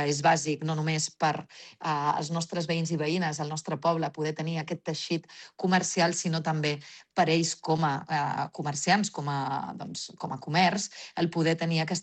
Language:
Catalan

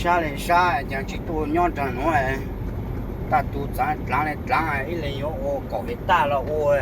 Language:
Hmong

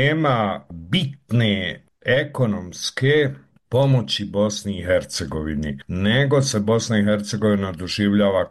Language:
Bosnian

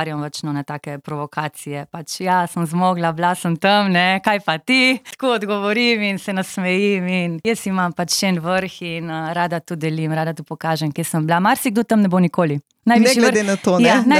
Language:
Slovenian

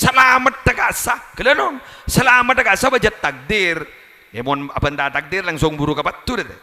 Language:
Madurese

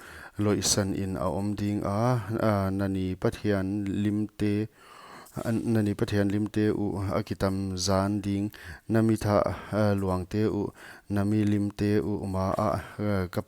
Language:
Paite Chin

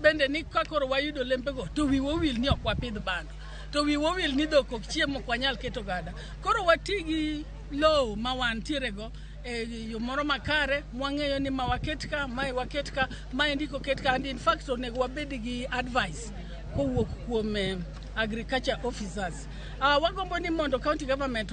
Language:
Luo (Kenya and Tanzania)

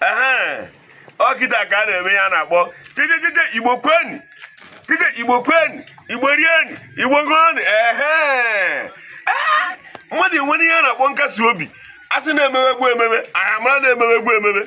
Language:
Igbo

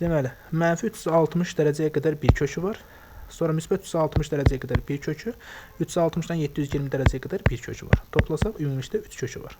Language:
Azerbaijani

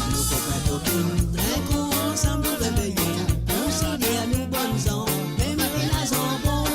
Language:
Morisyen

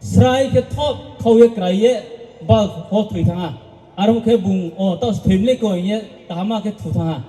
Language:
Riang (India)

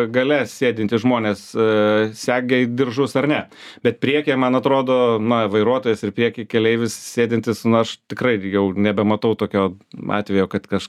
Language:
Lithuanian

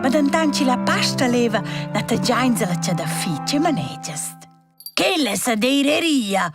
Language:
Romansh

